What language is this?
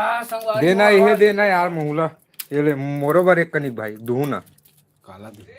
Chhattisgarhi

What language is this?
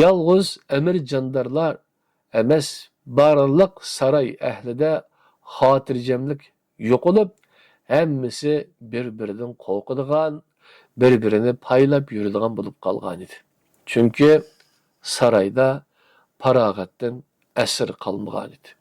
Uyghur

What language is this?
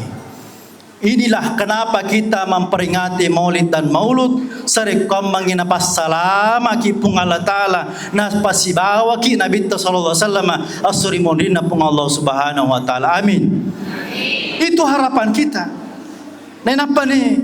Buginese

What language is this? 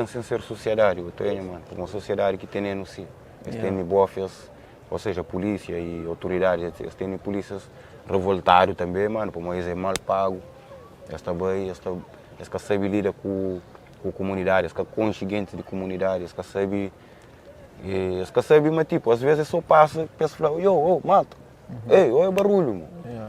Kabuverdianu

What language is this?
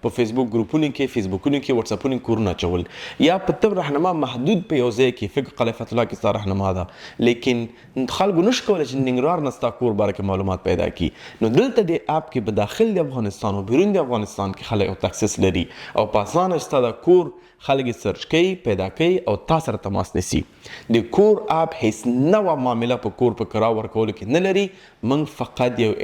Pashto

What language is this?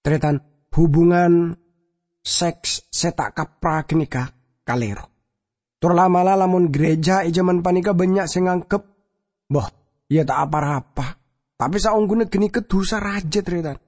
Madurese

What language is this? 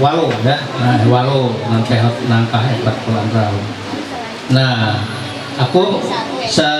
Ma'anyan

